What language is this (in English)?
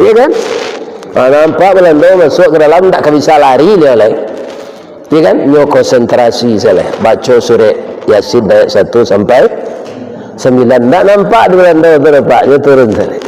Minangkabau